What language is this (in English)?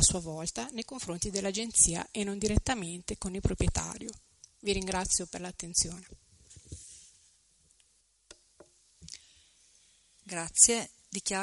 Italian